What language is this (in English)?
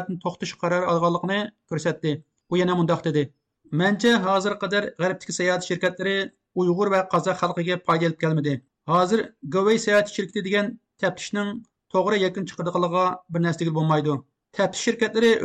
Uyghur